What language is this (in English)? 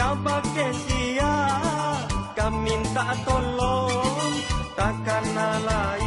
Minangkabau